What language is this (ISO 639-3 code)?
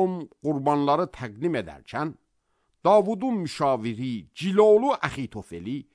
aze